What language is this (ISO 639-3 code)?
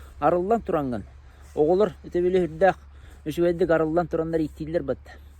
sah